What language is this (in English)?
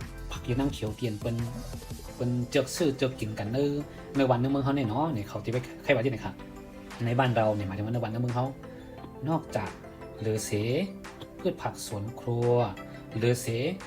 Shan